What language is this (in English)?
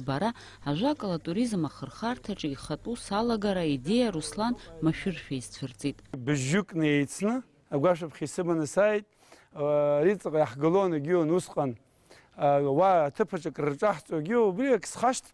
Abkhazian